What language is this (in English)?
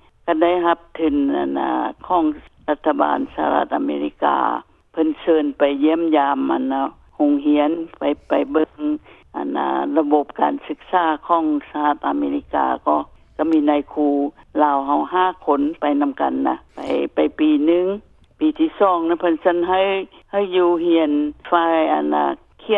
Lao